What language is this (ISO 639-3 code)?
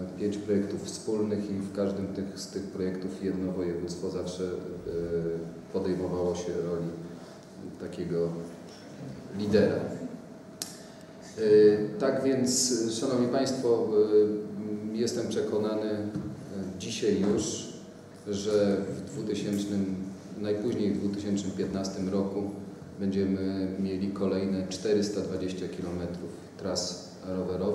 pol